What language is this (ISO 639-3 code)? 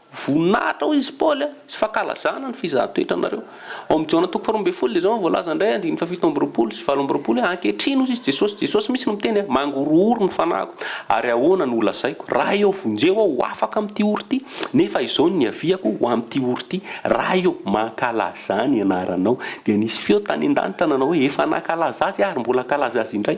mlg